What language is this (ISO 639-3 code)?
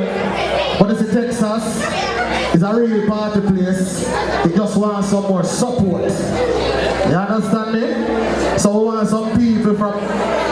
jam